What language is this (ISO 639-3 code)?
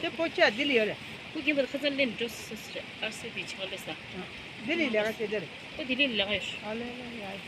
bod